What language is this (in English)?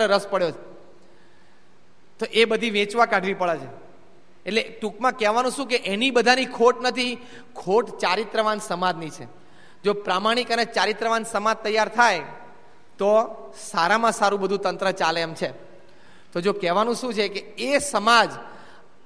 Gujarati